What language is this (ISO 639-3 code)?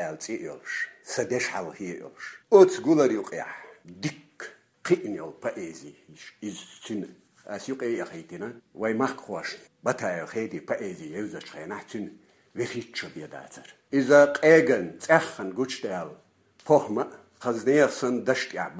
che